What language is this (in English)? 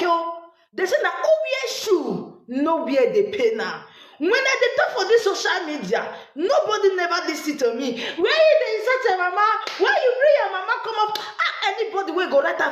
Nigerian Pidgin